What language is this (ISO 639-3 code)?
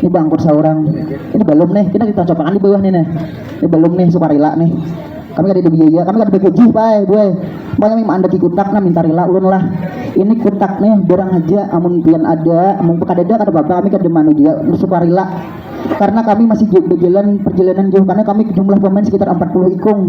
bjn